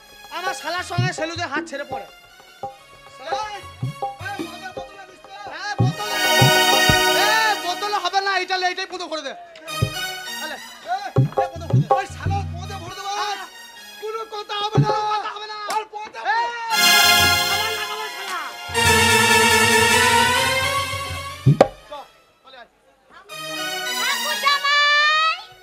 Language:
Bangla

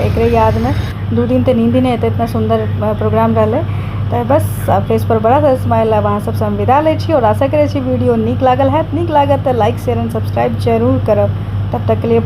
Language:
Maithili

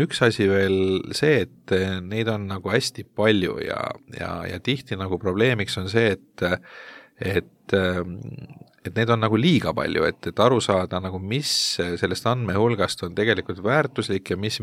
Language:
Estonian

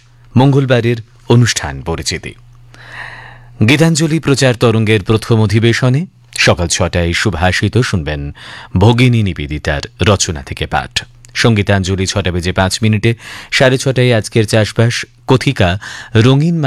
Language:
Bangla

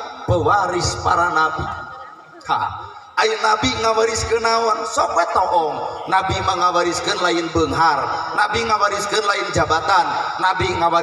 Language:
Sundanese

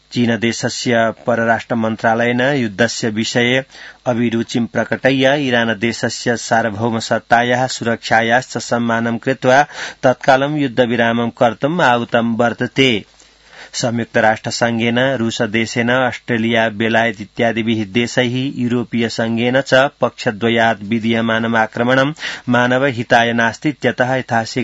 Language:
Sanskrit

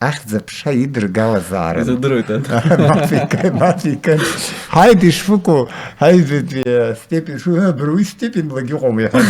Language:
Abkhazian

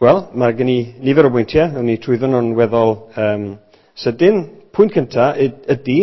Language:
Welsh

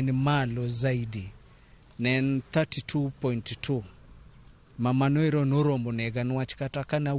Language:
Luo (Kenya and Tanzania)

